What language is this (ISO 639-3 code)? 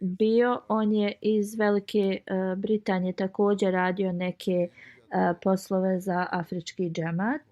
bos